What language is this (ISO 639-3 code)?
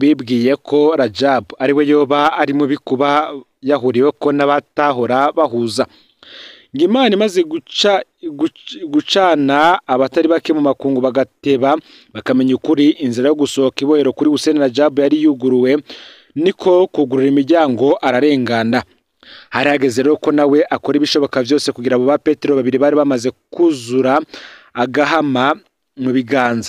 run